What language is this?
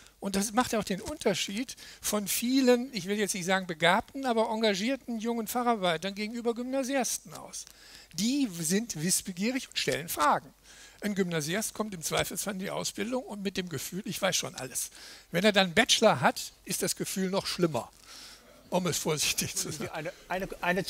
German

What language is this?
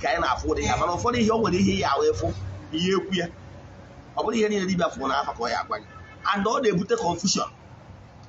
Igbo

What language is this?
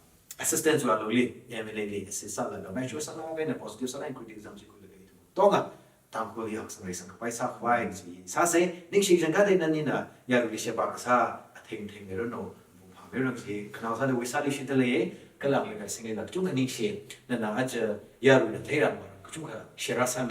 Tangkhul Naga (India)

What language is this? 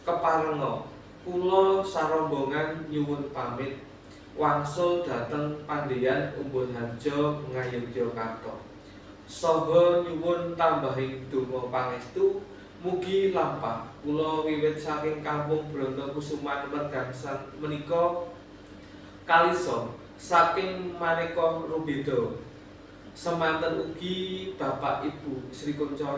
Javanese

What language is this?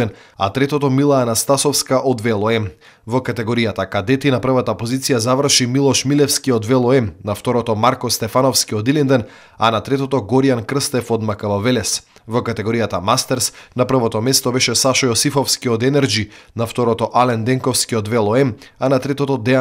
Macedonian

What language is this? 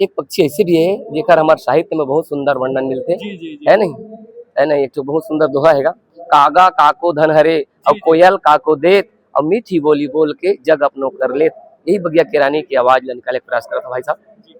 Chhattisgarhi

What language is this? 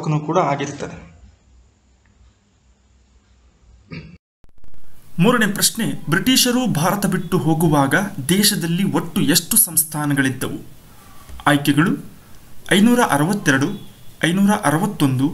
Kannada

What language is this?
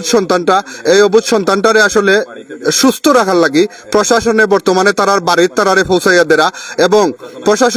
Sylheti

